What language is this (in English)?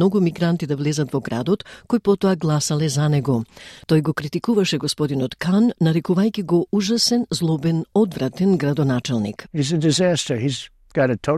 Macedonian